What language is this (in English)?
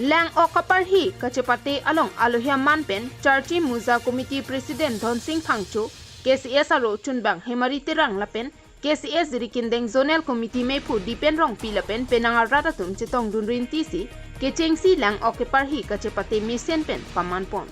Karbi